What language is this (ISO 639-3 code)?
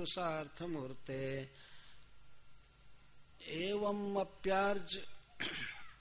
hin